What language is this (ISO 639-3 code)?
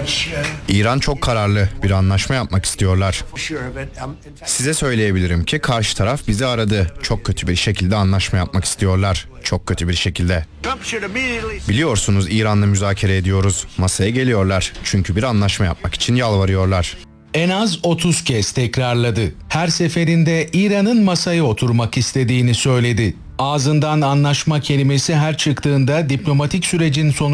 tur